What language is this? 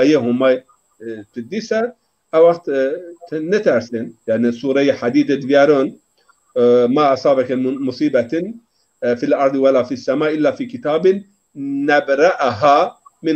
Zaza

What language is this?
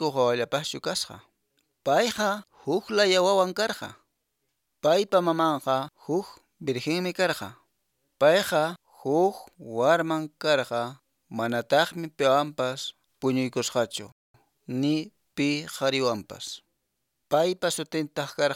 Quechua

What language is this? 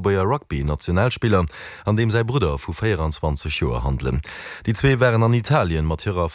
Luxembourgish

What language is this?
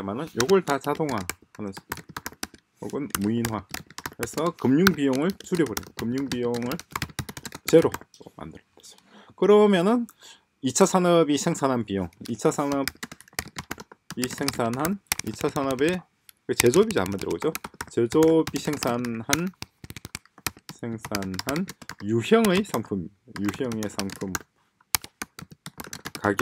Korean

